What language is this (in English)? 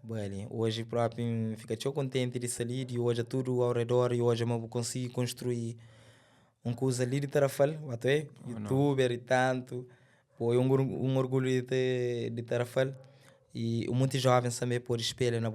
Kabuverdianu